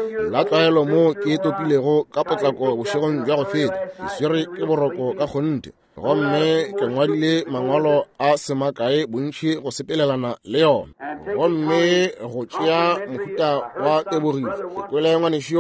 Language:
Northern Sotho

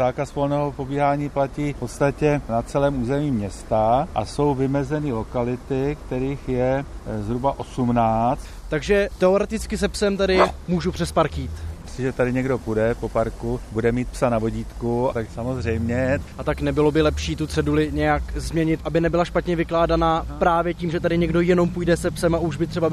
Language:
Czech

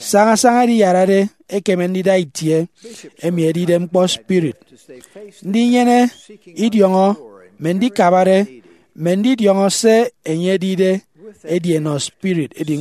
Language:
Efik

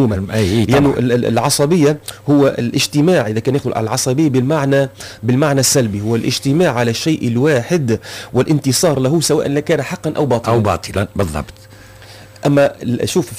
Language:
Tunisian Arabic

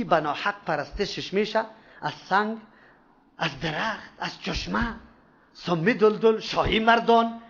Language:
Persian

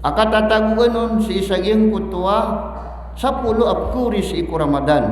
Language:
Maranao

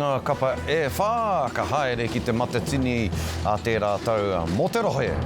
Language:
Māori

